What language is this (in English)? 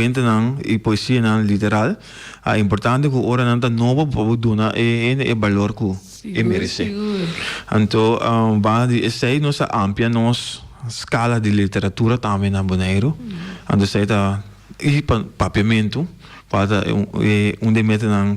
Papiamento